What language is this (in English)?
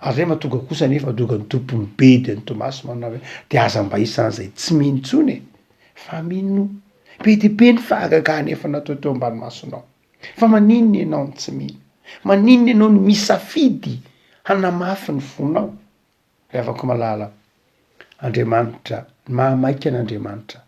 Malagasy